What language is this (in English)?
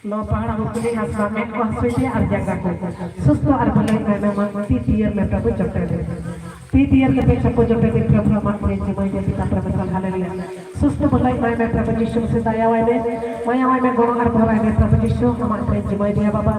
Santali